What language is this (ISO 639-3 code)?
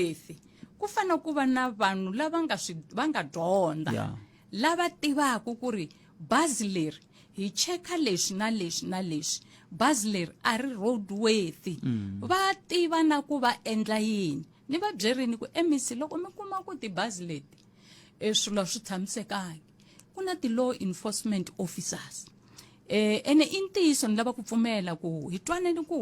tso